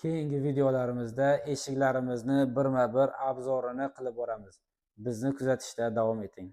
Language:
Uzbek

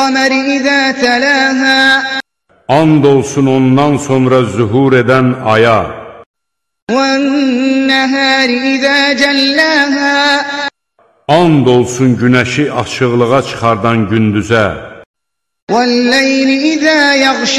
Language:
Azerbaijani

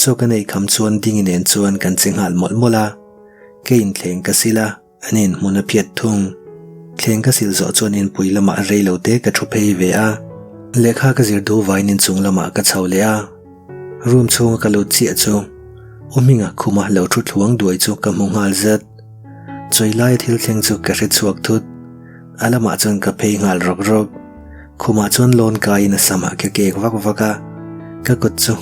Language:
Mizo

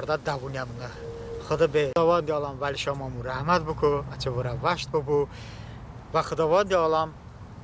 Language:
Talysh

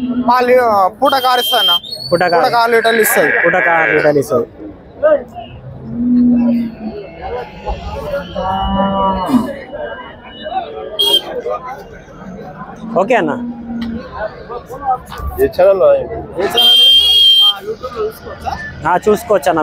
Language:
Telugu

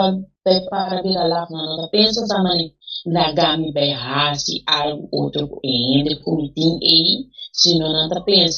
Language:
Papiamento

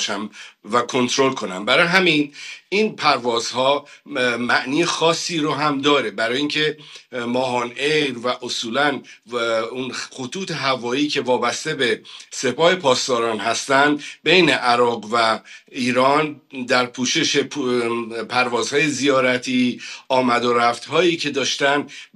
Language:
Persian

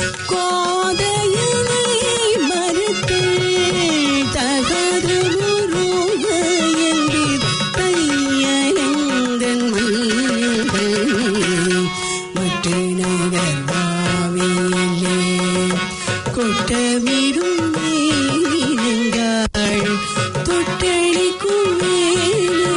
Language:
Tamil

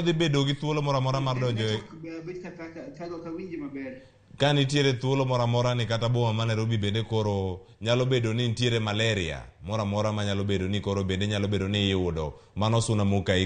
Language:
Luo (Kenya and Tanzania)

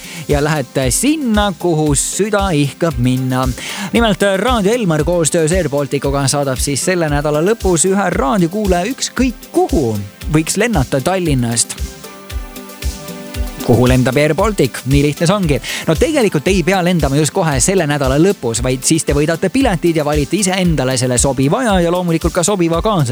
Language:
Estonian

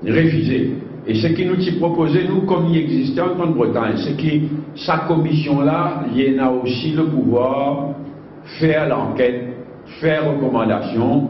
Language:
Morisyen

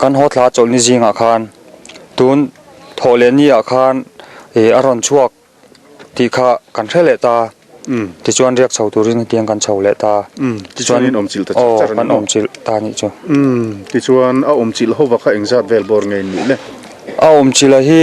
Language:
Mizo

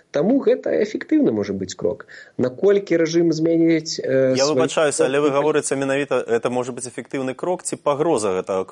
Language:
Belarusian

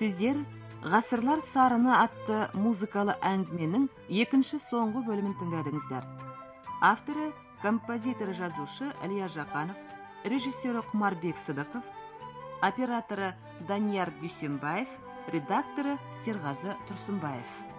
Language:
Kazakh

